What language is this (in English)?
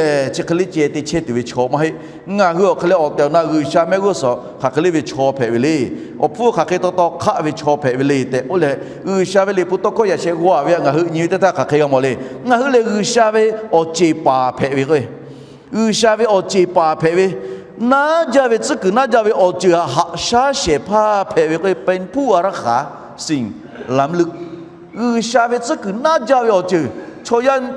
Lahu